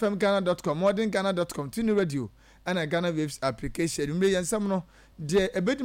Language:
Akan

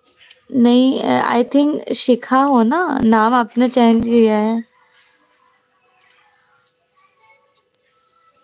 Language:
Hindi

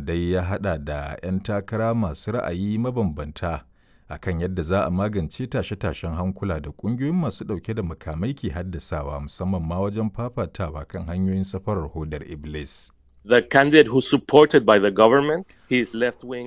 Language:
Hausa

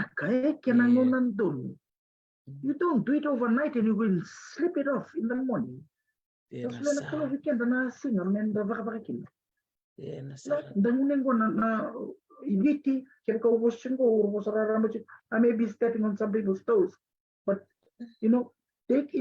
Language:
Fijian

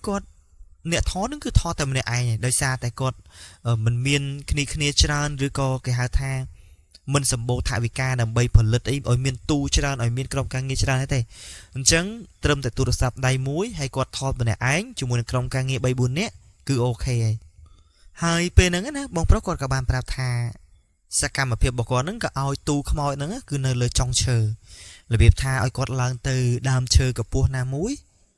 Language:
Khmer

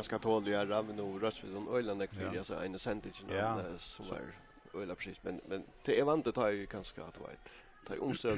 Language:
Faroese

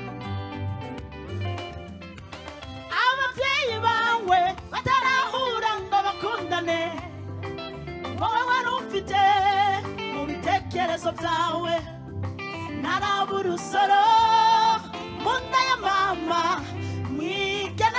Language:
Kinyarwanda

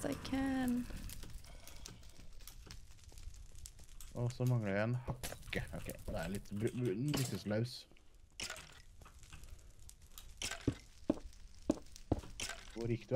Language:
Norwegian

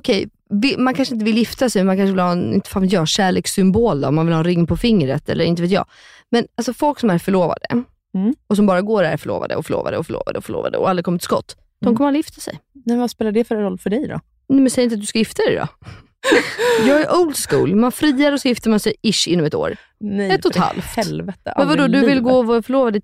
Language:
Swedish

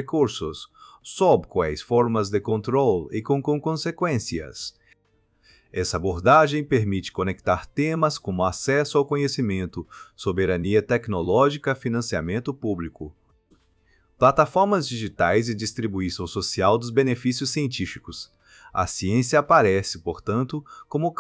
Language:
Portuguese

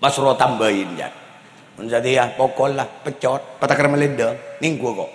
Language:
Madurese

